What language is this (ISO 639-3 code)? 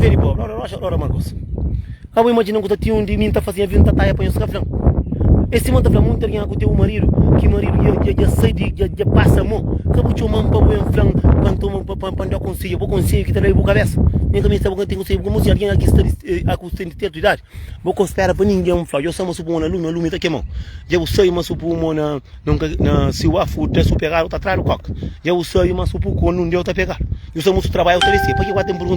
kea